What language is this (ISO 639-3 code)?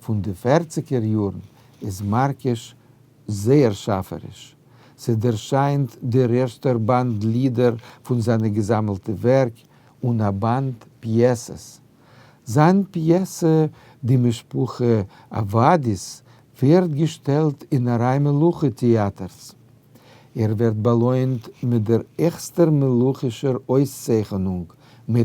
yid